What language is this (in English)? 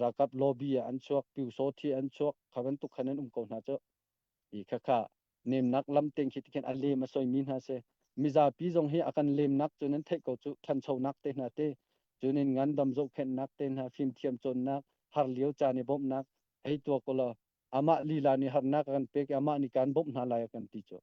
Hakha Chin